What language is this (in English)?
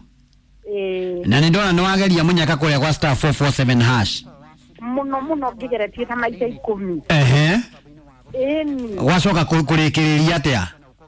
Kikuyu